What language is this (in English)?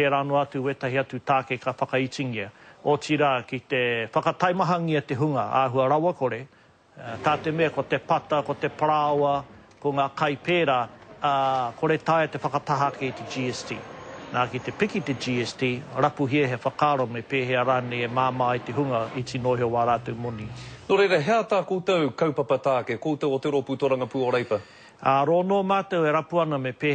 Māori